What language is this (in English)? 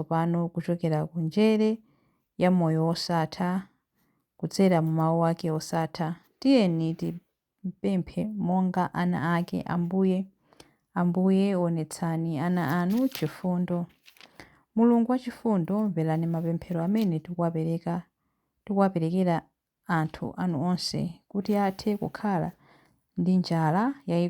Nyanja